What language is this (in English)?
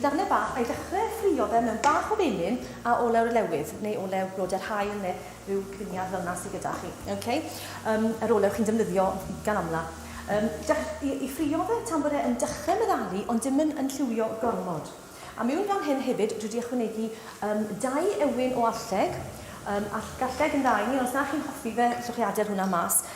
Welsh